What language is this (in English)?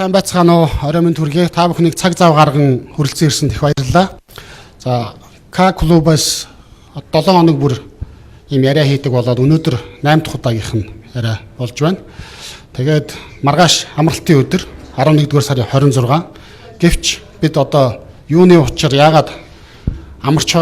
Mongolian